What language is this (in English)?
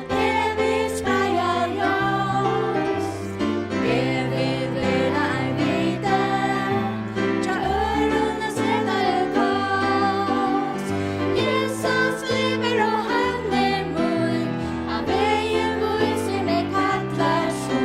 Faroese